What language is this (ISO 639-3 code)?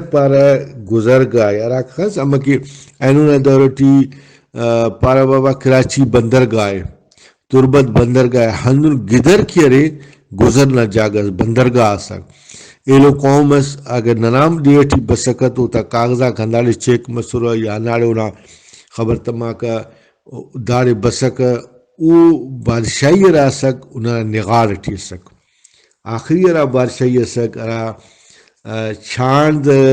brh